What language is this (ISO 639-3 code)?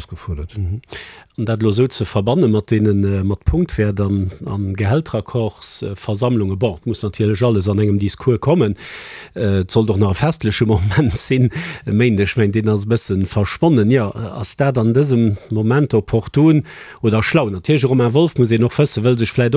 ltz